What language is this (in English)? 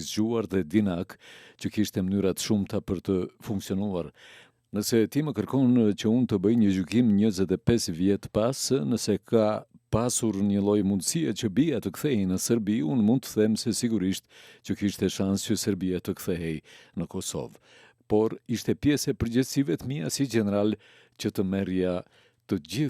Albanian